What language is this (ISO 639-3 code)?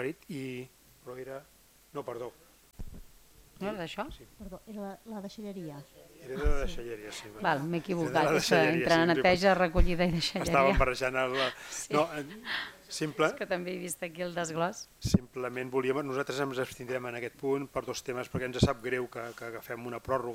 cat